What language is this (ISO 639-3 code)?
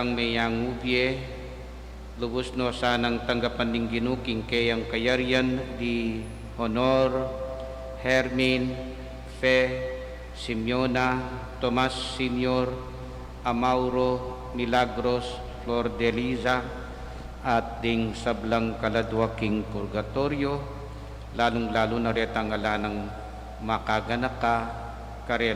pam